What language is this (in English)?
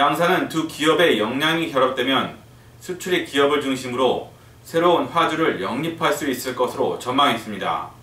Korean